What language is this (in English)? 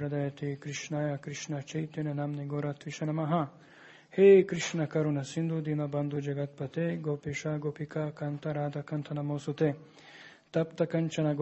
Serbian